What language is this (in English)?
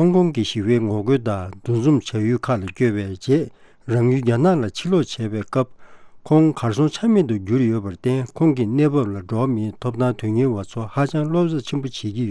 Tibetan